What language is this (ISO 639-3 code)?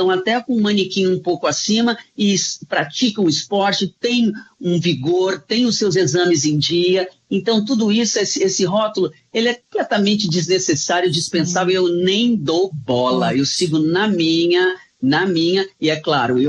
por